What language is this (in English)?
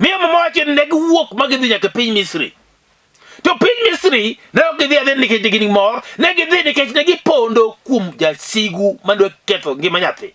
Luo (Kenya and Tanzania)